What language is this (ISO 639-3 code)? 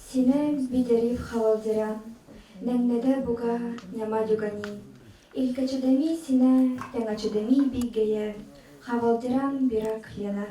sah